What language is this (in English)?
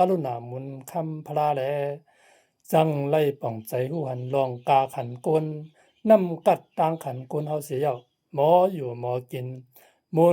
Shan